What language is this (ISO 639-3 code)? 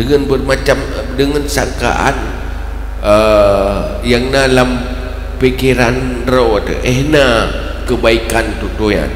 ace